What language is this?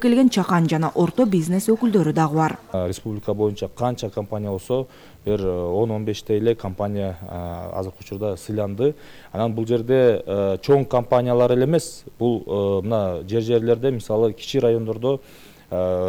Kyrgyz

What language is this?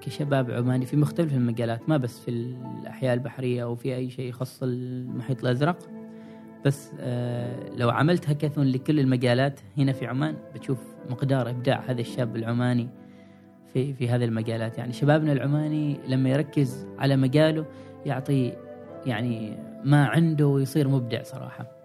Gulf Arabic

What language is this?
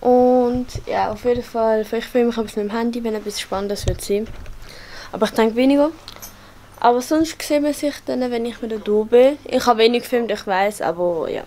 Swiss German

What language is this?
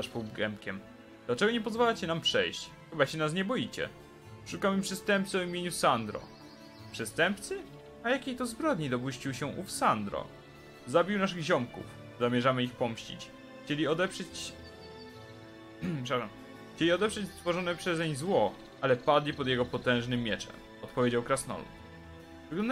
Polish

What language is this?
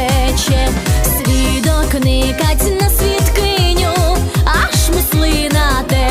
Rusyn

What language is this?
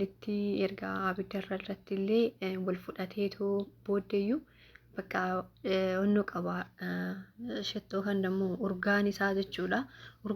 Oromo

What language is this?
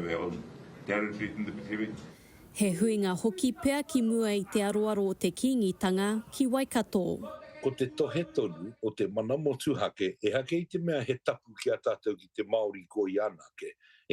Māori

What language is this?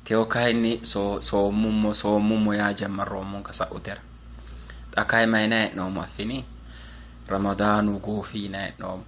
Sidamo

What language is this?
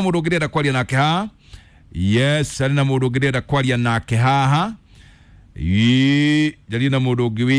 Kikuyu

